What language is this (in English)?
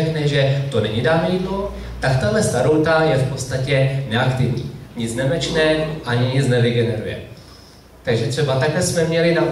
Czech